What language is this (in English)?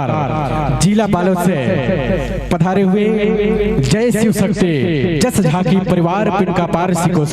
Chhattisgarhi